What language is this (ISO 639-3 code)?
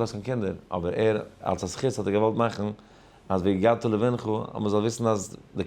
yid